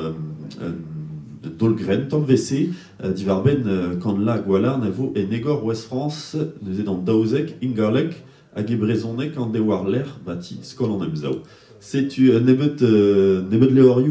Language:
Breton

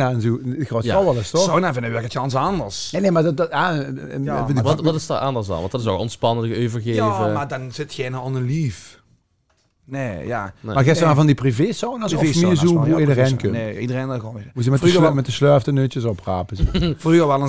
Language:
Limburgish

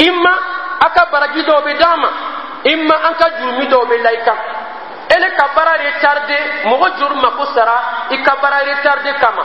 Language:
Dyula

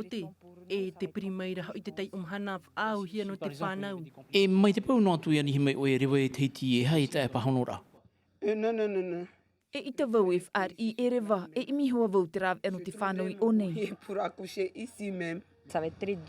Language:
Tahitian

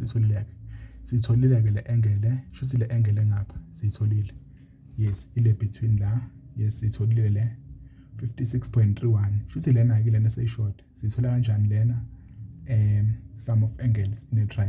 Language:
Zulu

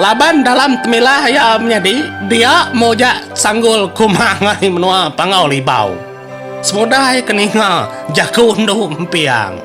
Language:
Iban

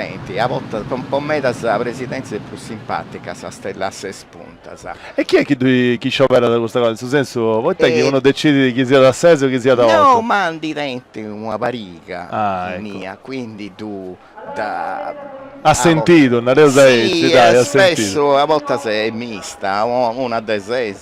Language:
Sardinian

